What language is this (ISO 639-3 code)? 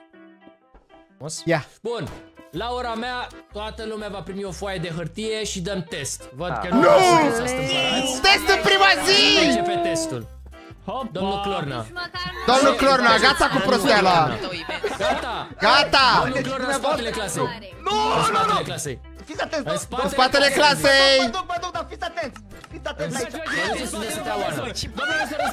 ron